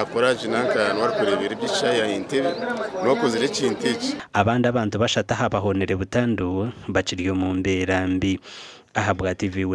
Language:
Nyankole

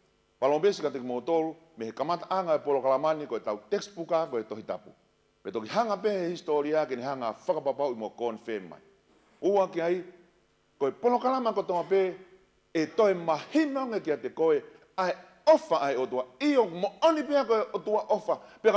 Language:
Tongan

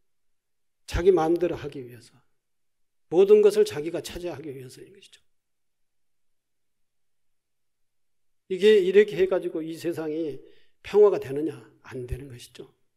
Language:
Korean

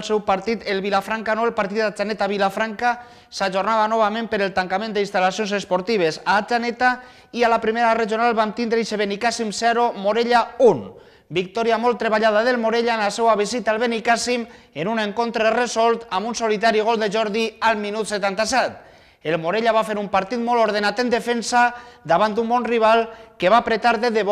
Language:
Catalan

